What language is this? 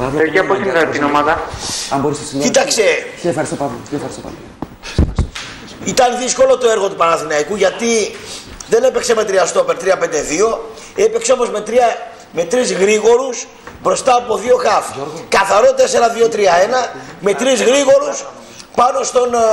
Greek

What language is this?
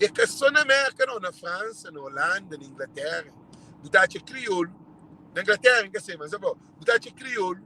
Kabuverdianu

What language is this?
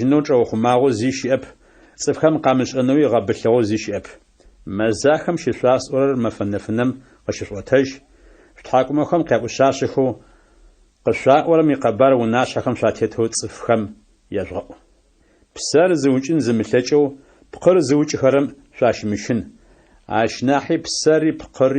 Adyghe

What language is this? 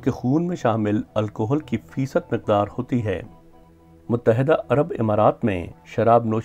Urdu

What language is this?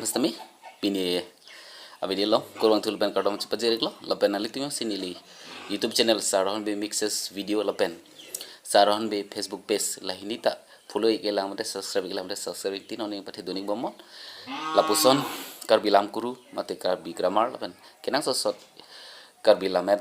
Karbi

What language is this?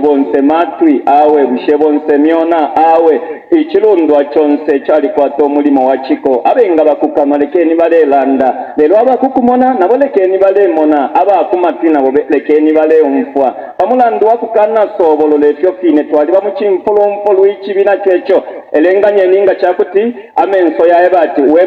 Bemba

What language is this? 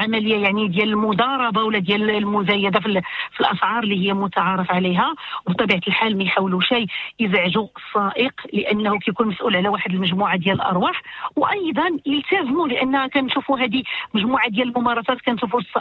Moroccan Arabic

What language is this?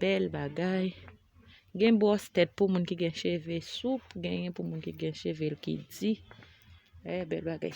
Haitian Creole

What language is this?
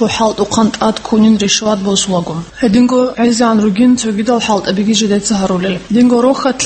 Avaric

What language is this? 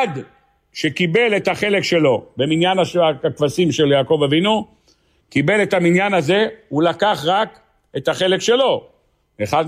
Hebrew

